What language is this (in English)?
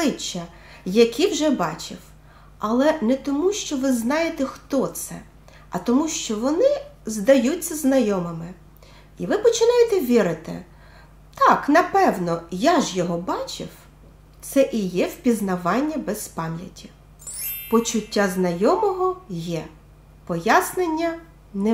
Ukrainian